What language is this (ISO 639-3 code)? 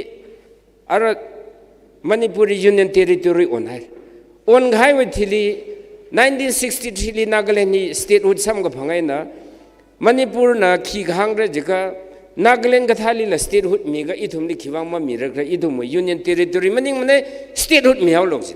nmf